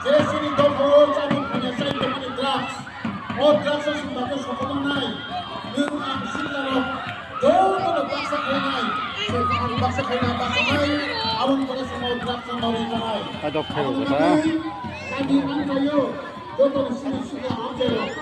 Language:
Kok Borok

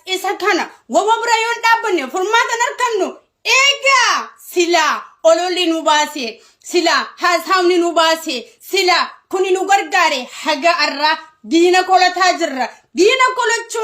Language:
Oromo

